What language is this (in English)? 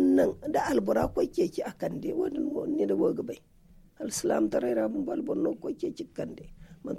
Zarma